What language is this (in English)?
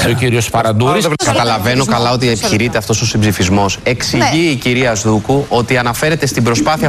Greek